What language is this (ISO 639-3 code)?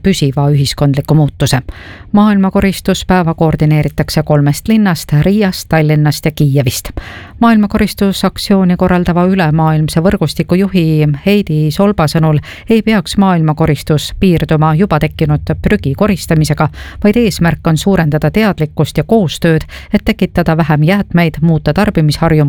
est